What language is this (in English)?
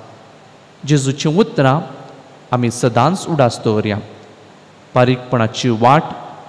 Konkani